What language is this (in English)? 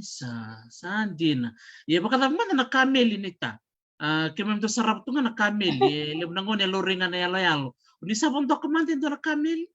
Fijian